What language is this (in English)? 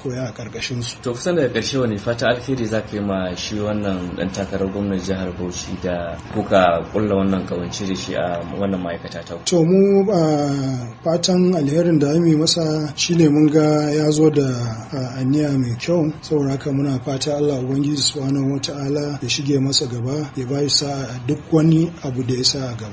Hausa